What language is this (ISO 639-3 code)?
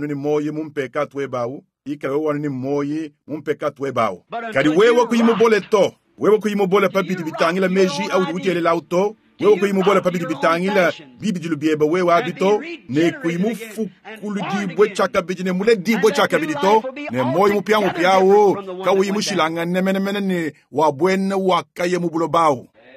lua